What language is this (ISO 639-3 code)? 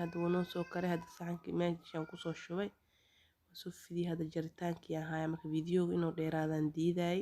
som